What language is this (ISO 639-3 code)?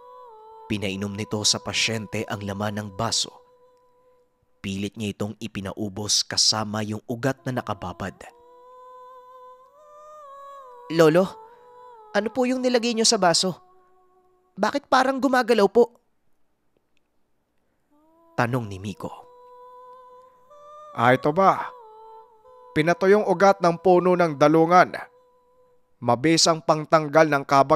fil